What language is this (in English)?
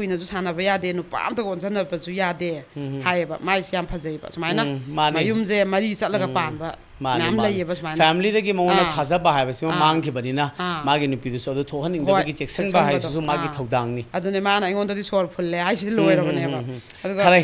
Manipuri